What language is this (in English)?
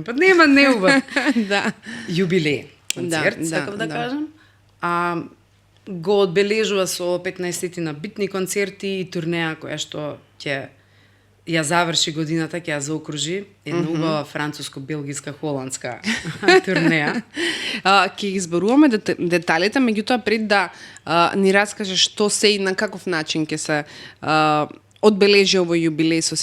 Macedonian